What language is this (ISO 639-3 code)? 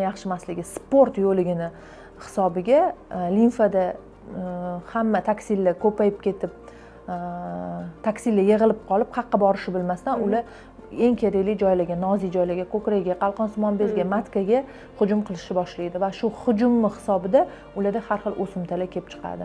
uzb